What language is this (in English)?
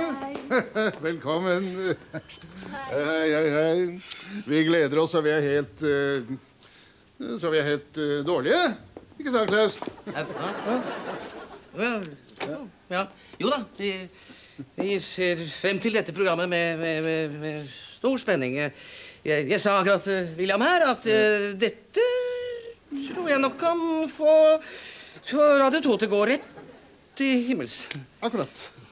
Norwegian